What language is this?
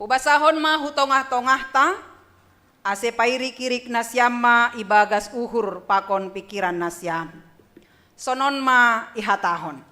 Batak Simalungun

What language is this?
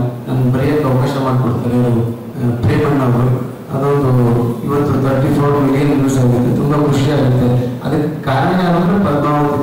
Kannada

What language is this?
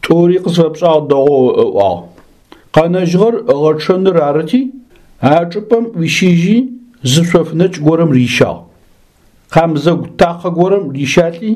Adyghe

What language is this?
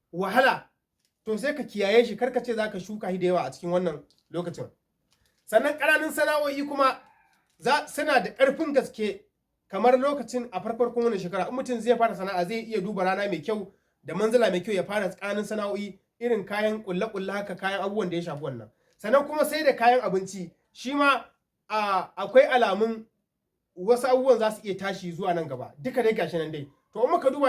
Hausa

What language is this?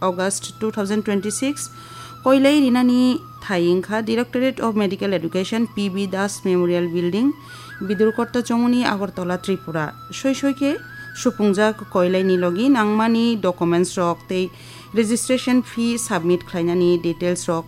Kok Borok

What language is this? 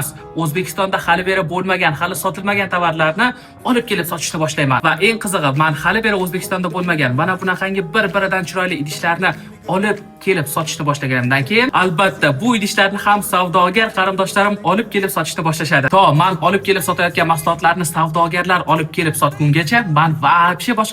Uzbek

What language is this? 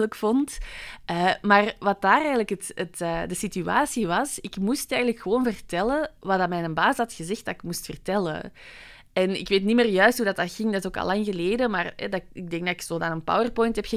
Dutch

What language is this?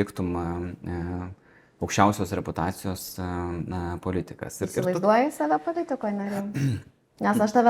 Lithuanian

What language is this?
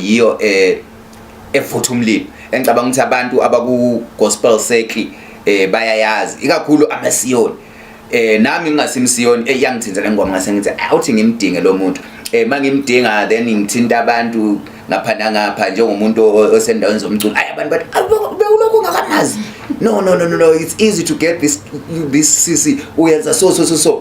Zulu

